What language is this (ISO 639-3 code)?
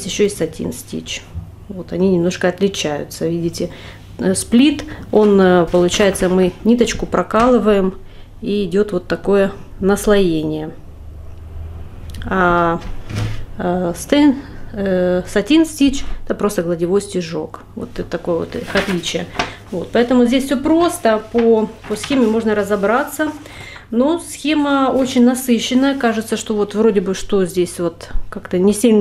rus